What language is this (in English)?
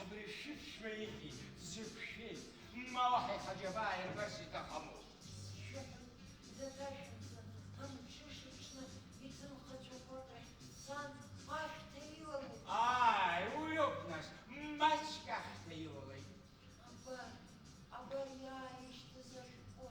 Abkhazian